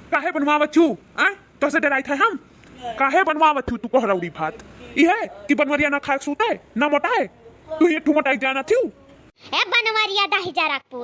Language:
Awadhi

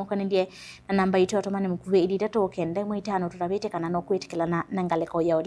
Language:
Kamba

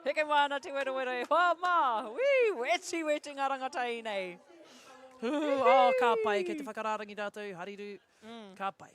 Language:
Māori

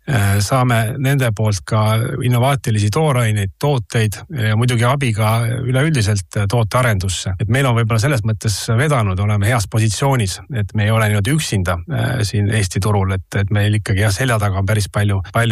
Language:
Estonian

